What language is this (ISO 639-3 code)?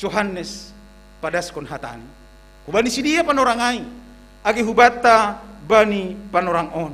bts